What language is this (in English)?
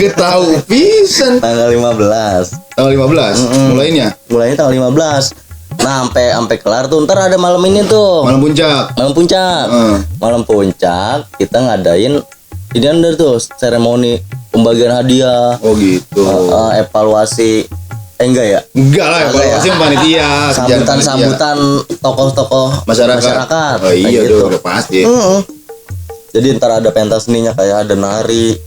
Betawi